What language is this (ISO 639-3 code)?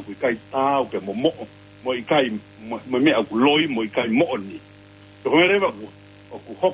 ton